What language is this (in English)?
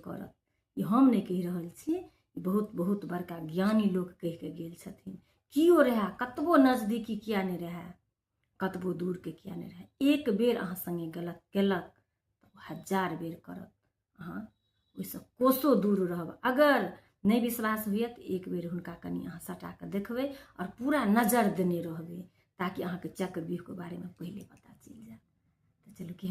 Maithili